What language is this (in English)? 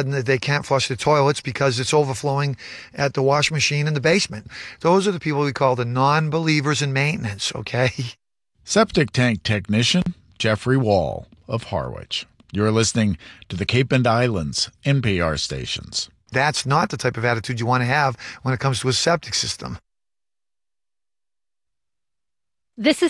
English